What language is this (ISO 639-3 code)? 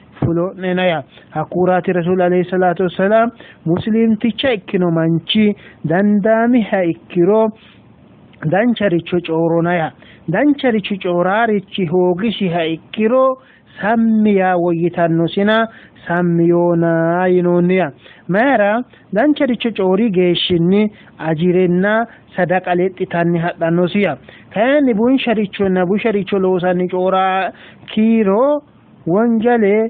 sid